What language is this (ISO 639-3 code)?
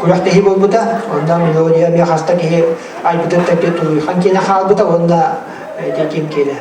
sah